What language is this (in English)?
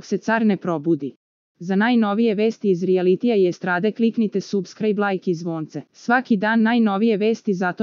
Serbian